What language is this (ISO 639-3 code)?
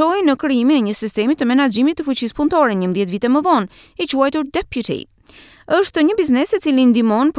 sqi